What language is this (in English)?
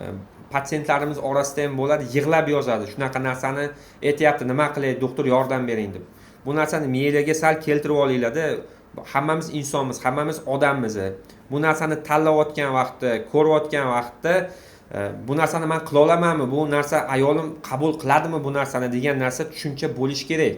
Uzbek